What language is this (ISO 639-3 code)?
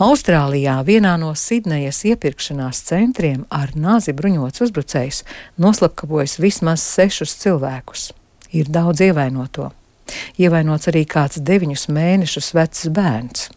lav